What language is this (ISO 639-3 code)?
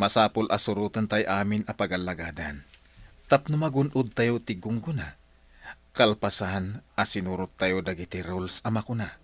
ilo